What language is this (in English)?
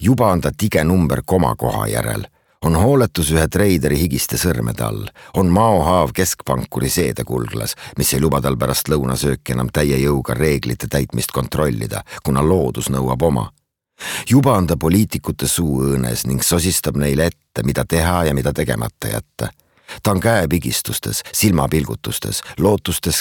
Estonian